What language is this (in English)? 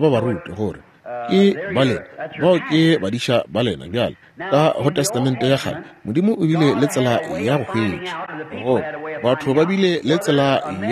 Northern Sotho